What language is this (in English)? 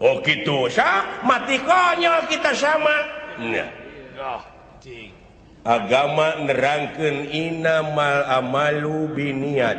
Sundanese